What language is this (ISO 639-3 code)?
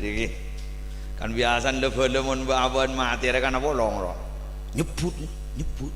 mad